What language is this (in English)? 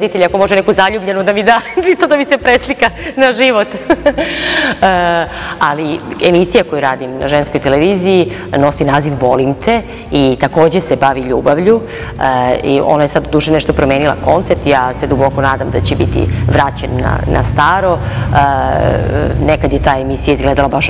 Serbian